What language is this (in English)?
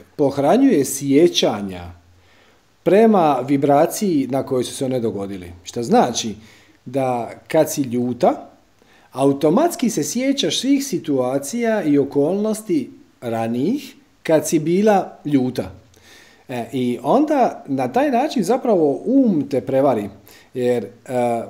Croatian